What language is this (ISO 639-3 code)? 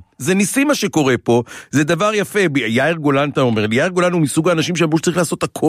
heb